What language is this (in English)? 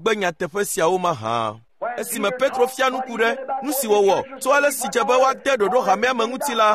Ewe